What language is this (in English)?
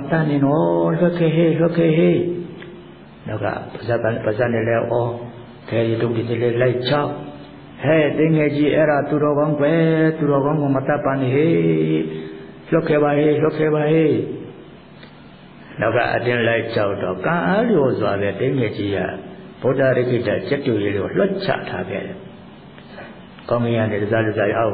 Burmese